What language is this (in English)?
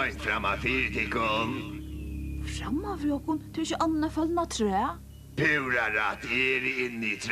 Faroese